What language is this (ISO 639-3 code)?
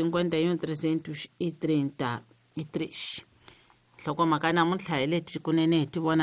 tso